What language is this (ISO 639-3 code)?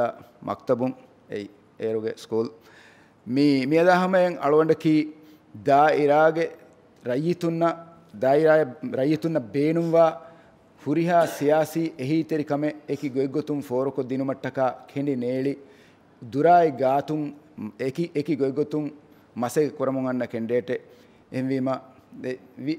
div